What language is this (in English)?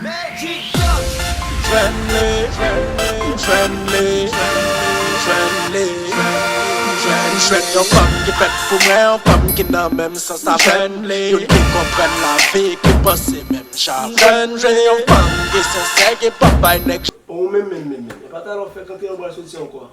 Haitian Creole